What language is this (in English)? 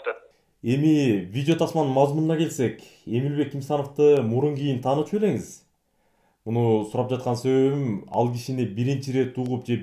Kyrgyz